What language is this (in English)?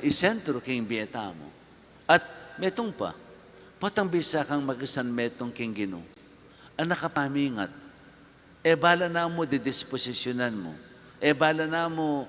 Pampanga